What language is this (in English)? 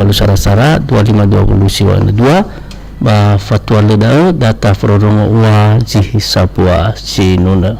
Nias